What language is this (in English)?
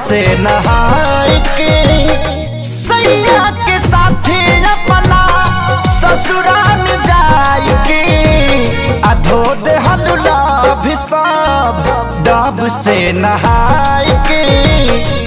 Bhojpuri